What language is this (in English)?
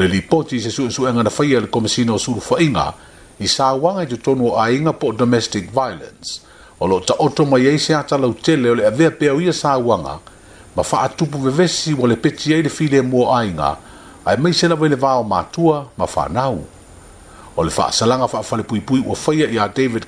Samoan